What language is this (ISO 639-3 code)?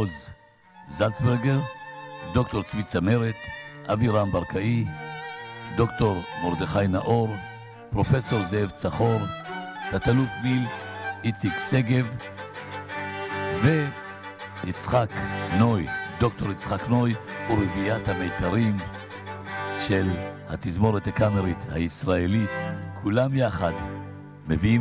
heb